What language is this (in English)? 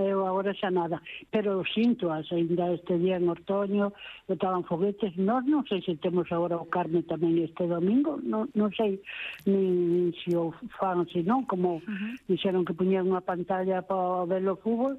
Galician